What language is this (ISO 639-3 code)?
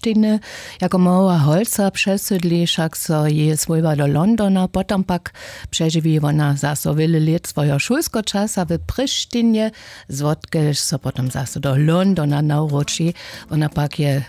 hsb